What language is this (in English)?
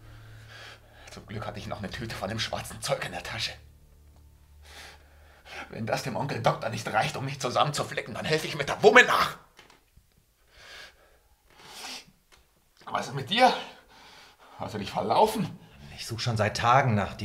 German